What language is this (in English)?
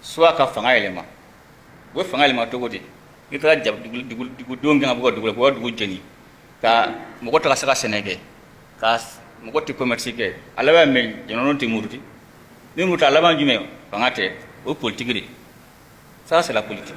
Bambara